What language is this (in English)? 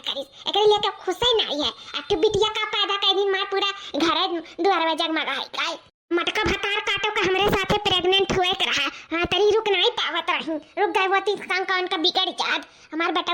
Awadhi